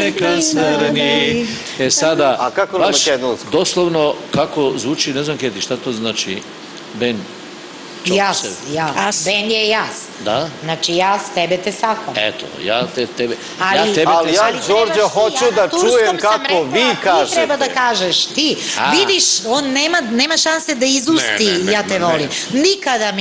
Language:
Serbian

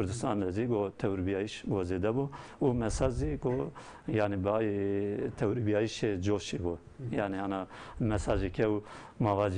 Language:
Zaza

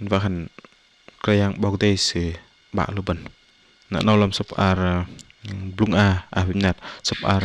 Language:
Bahnar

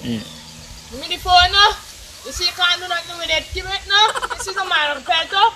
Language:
Jamaican Creole English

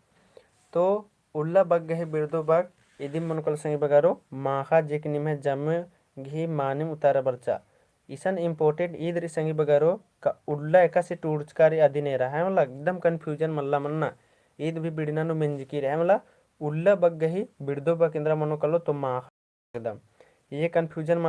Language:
Kurukh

